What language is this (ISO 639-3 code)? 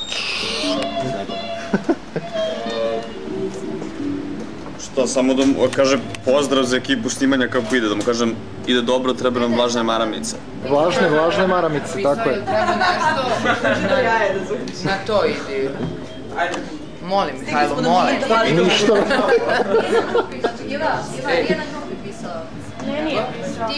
srp